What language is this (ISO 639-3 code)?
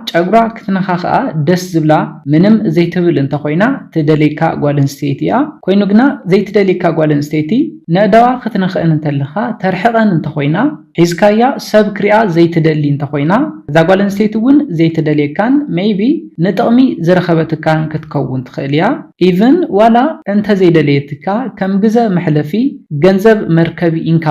tir